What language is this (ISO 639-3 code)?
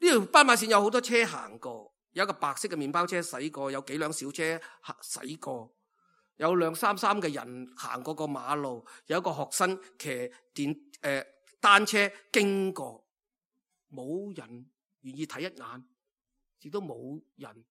yue